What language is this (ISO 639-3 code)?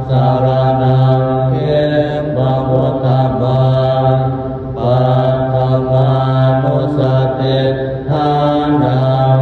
pli